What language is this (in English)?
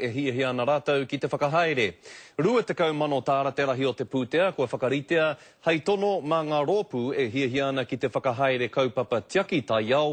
Māori